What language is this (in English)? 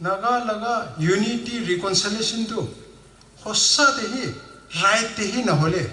Naga Pidgin